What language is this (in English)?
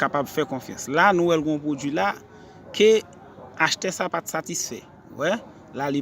Haitian Creole